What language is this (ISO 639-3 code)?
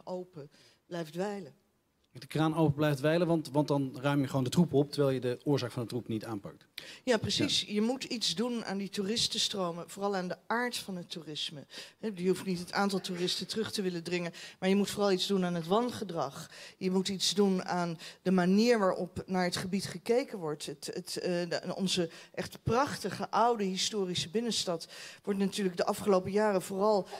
nld